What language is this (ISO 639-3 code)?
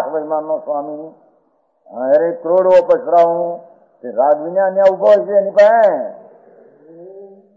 guj